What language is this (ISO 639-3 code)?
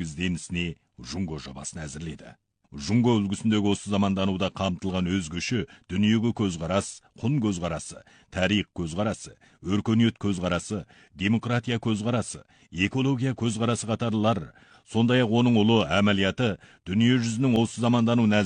kaz